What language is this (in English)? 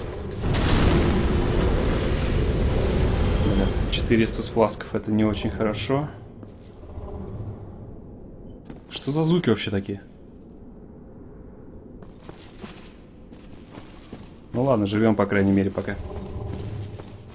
Russian